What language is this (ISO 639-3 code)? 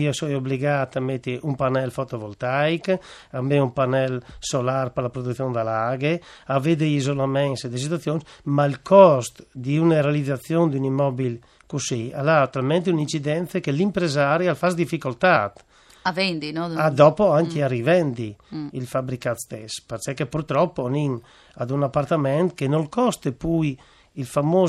fur